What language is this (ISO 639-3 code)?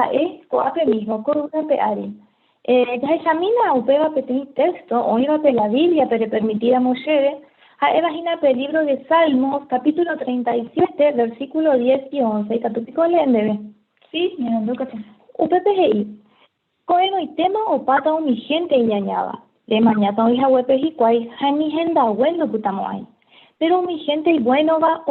grn